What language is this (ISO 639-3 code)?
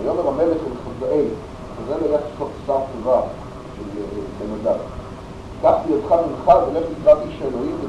heb